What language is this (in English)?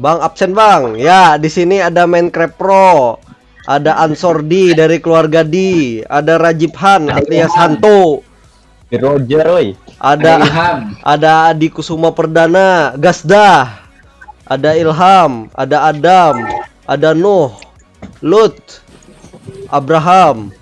Banjar